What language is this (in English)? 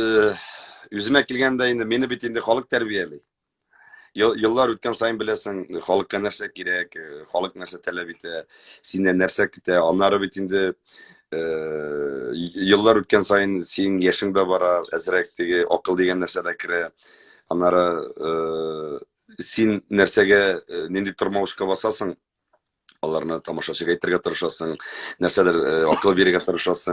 Tatar